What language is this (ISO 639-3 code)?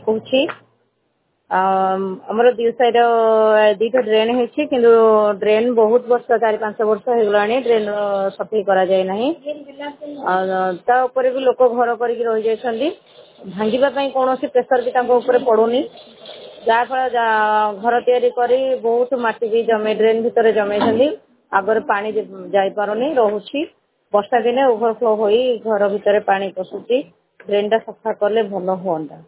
ori